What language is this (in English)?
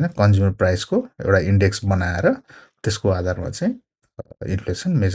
Nepali